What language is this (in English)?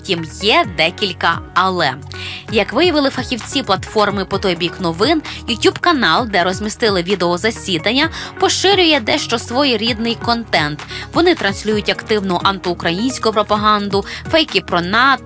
Ukrainian